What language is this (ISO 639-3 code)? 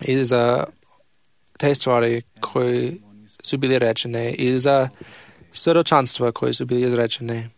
srp